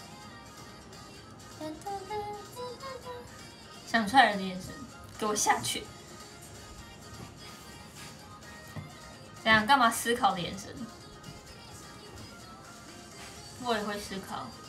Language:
Chinese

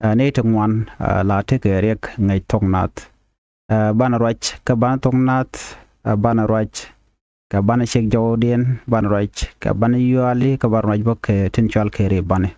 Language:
Nuer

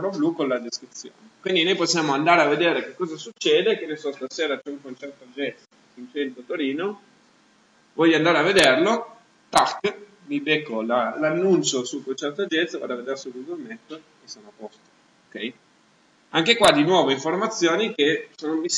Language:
Italian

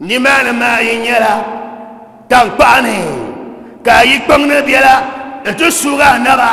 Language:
Dagbani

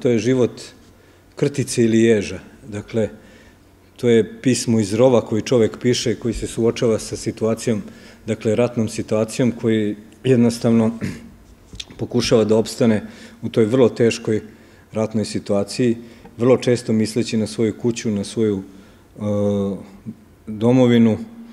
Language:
Serbian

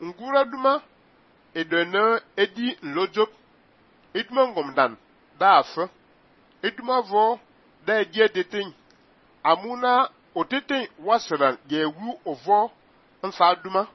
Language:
Fang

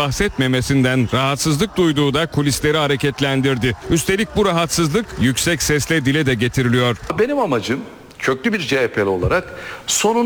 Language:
Turkish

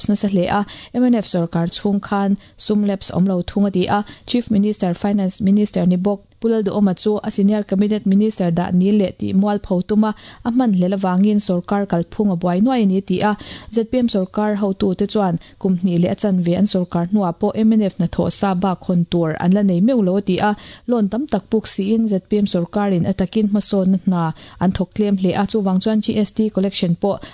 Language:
Mizo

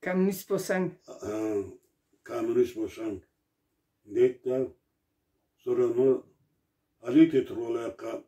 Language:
Karachay-Balkar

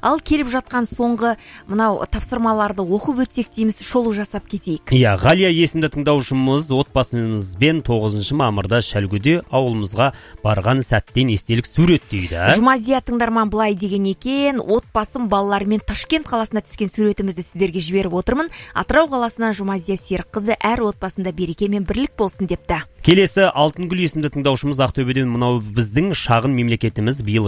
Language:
Kazakh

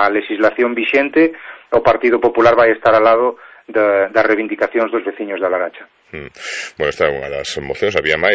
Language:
Galician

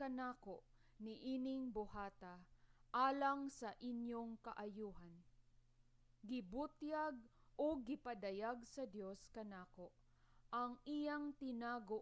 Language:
Cebuano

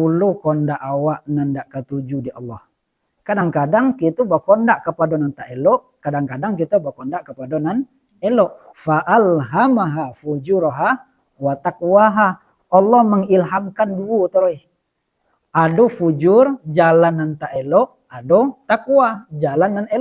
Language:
Minangkabau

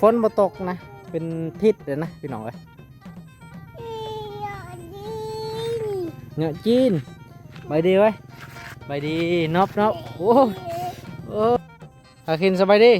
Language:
Lao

